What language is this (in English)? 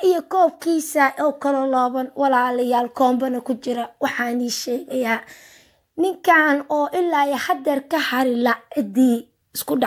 Somali